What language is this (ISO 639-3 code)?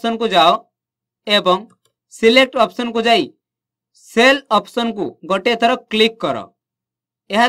ori